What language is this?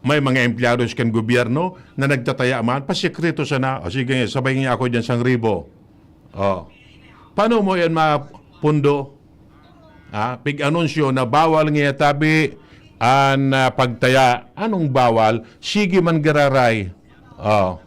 Bikol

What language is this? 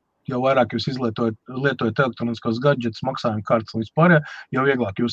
Latvian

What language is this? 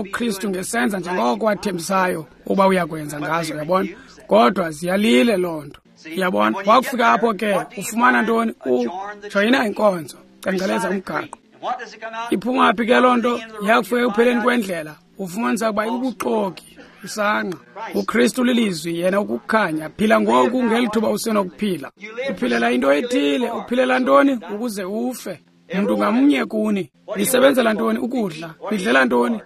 Xhosa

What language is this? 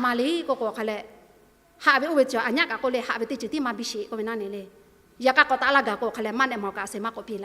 Lahu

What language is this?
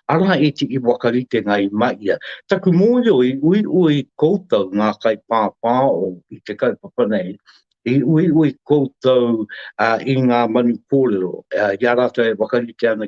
Māori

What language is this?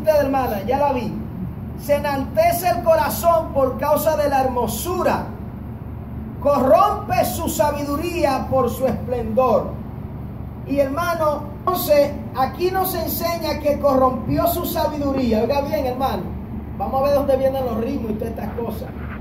Spanish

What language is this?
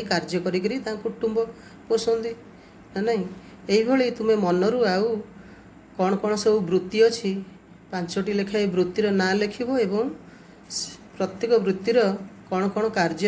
Odia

